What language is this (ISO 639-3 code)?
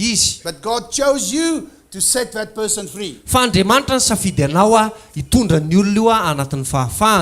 mlg